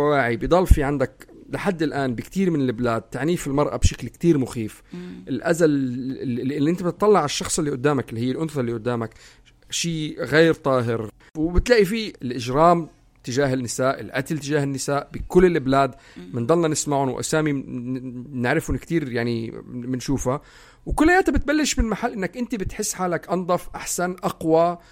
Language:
North Levantine Arabic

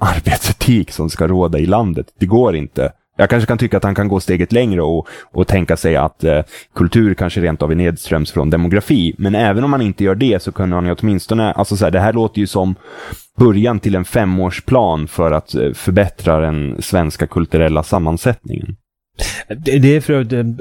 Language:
Swedish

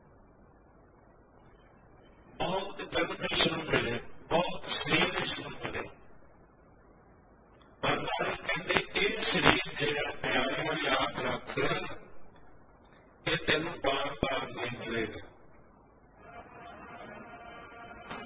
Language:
Punjabi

